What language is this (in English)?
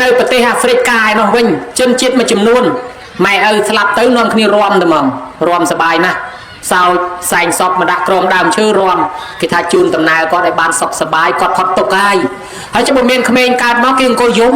Khmer